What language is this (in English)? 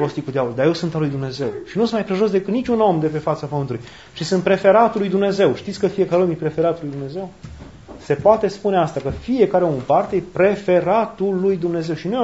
Romanian